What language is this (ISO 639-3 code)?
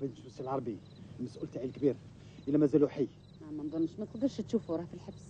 arq